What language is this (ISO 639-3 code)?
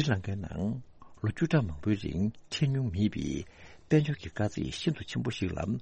bod